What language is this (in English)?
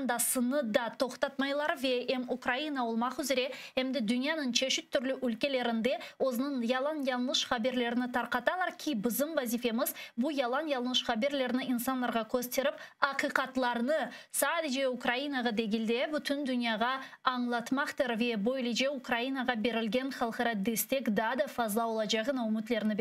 Crimean Tatar